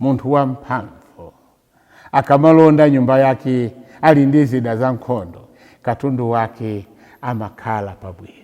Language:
Nyanja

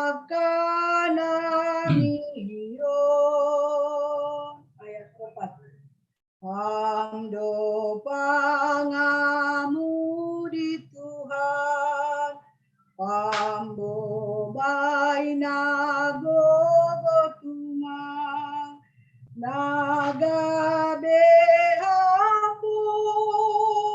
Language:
Batak Simalungun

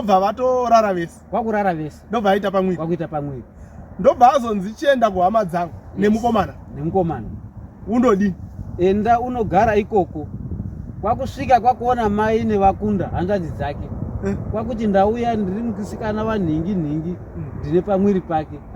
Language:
Shona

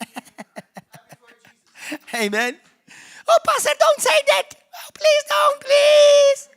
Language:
English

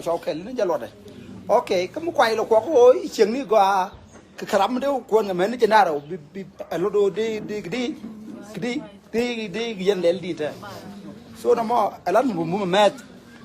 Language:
Nuer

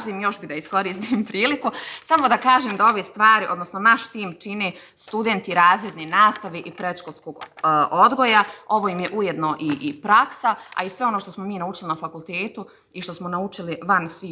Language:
Bosnian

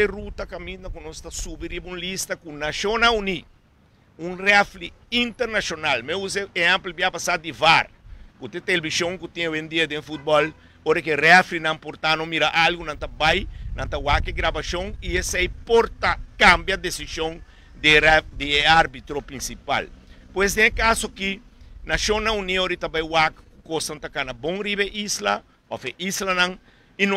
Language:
Papiamento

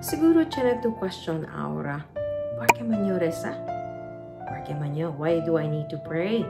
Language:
Chavacano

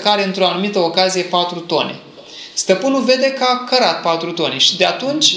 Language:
Romanian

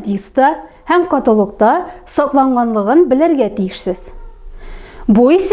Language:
Tatar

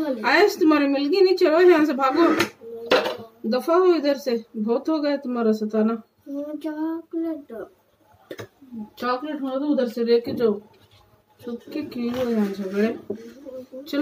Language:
Hindi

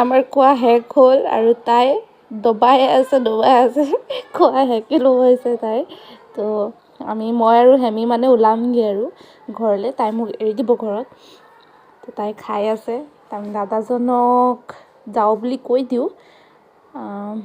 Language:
Assamese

